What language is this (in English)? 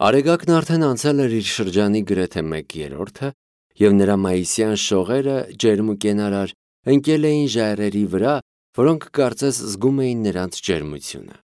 Armenian